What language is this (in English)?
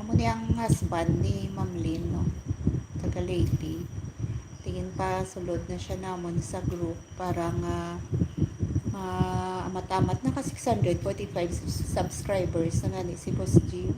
Hiligaynon